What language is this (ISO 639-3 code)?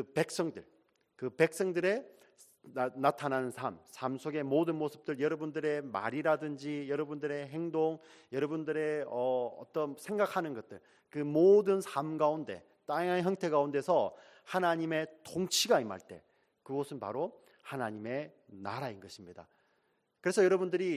kor